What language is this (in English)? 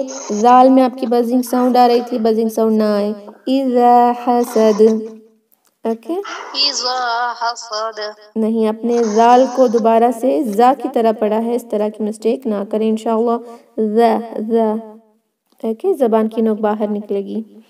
Urdu